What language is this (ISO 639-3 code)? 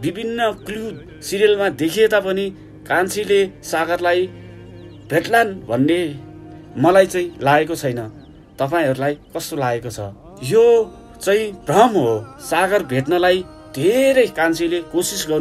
nep